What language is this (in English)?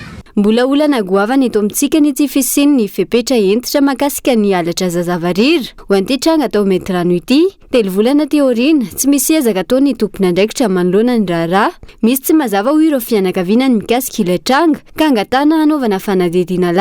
Malagasy